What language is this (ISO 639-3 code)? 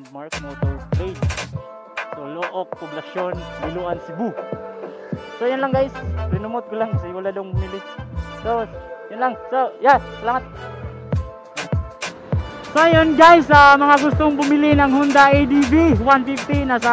fil